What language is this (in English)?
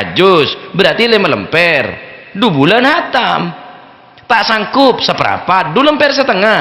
Madurese